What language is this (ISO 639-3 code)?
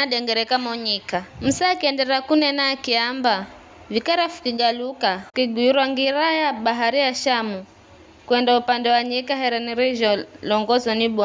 nyf